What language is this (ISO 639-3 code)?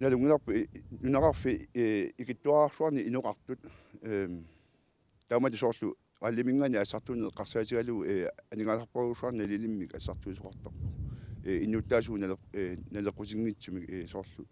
kal